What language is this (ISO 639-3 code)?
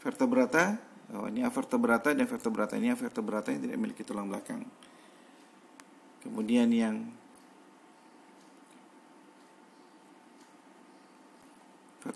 ind